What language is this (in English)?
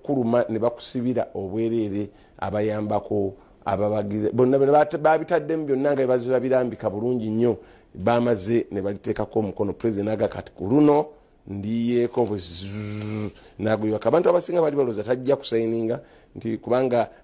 Ganda